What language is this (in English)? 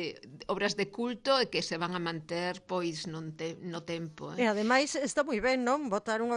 Galician